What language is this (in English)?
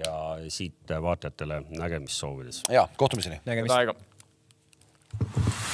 Estonian